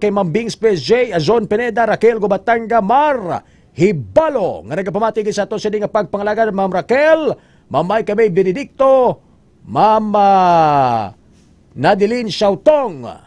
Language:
Hiligaynon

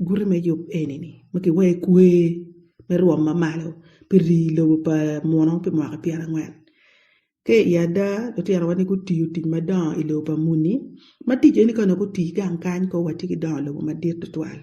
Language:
Acoli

